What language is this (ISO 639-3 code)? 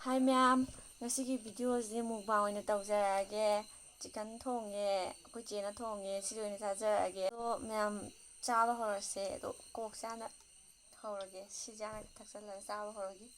mni